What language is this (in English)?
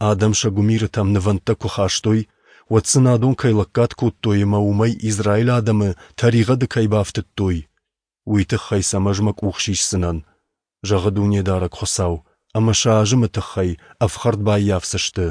Ossetic